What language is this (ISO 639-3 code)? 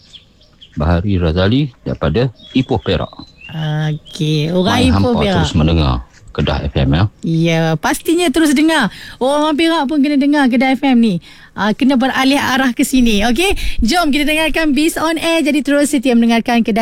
msa